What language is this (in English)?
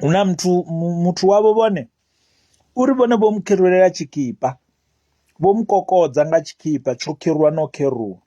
Venda